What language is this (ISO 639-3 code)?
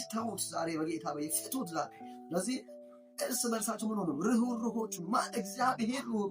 amh